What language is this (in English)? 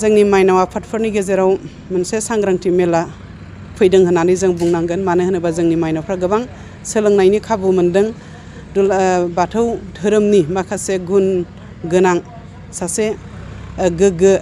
Bodo